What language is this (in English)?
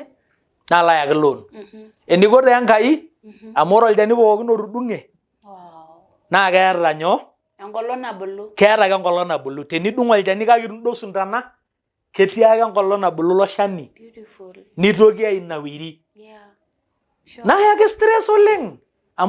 Masai